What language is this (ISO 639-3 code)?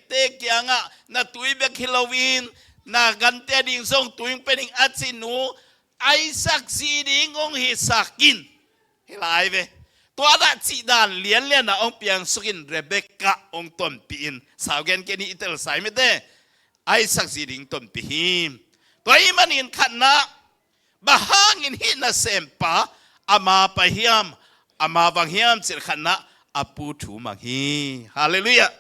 ctd